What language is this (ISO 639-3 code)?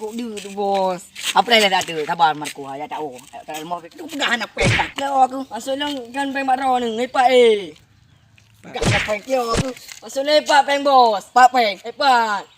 ace